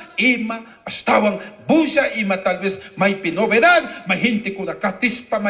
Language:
Chimborazo Highland Quichua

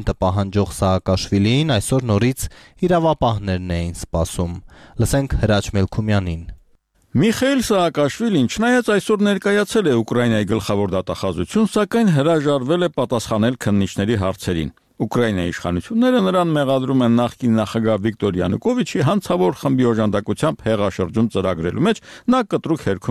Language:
Armenian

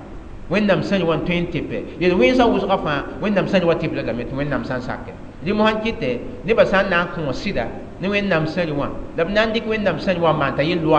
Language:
Mossi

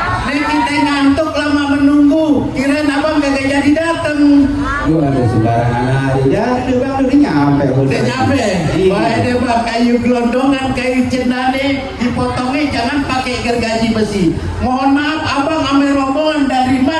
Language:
Betawi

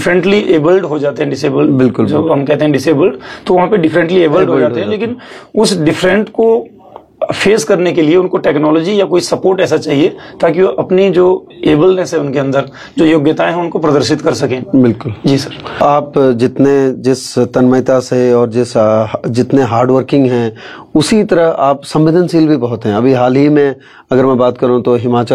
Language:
Hindi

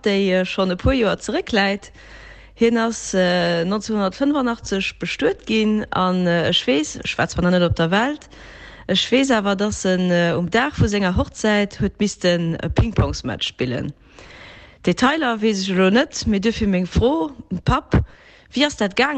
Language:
Luxembourgish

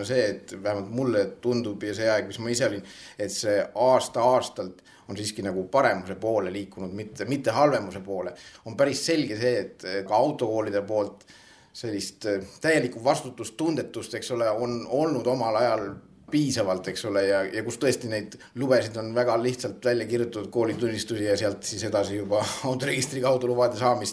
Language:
Estonian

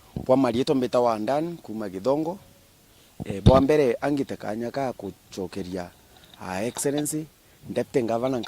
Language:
Meru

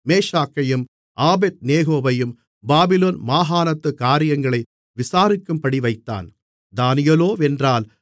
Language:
Tamil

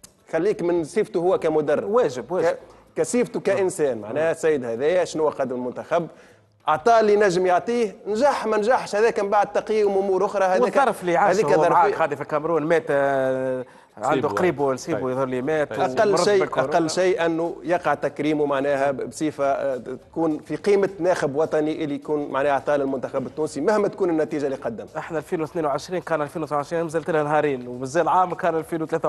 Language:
Tunisian Arabic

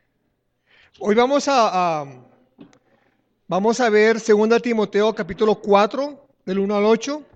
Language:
Spanish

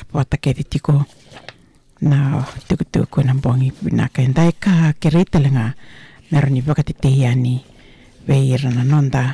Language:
Fijian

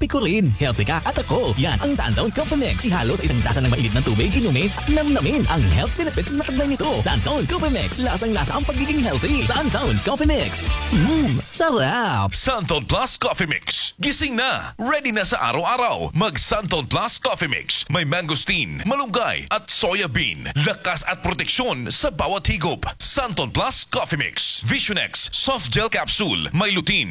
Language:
Filipino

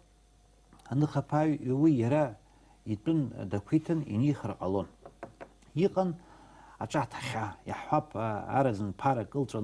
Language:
Abkhazian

